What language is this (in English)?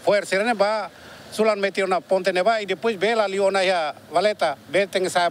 Tetum